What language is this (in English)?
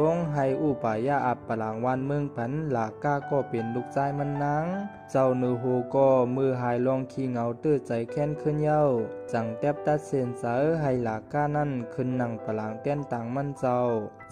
Shan